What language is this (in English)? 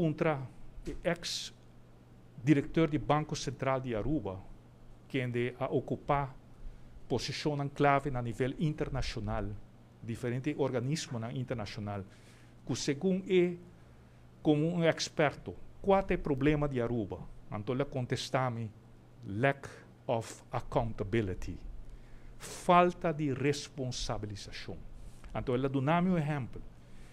Papiamento